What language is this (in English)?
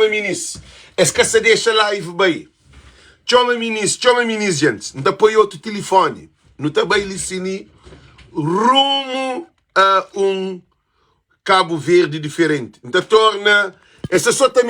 Kabuverdianu